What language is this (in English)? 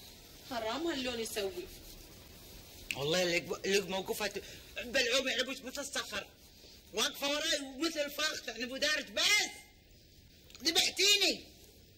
Gulf Arabic